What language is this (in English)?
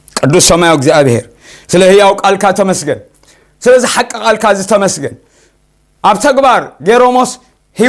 Tigrinya